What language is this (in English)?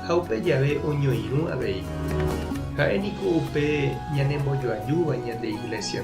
Guarani